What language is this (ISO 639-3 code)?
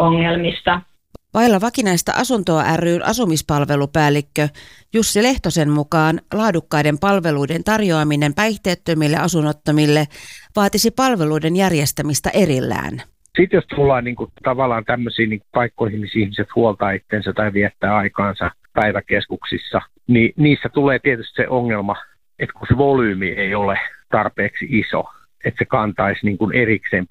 fin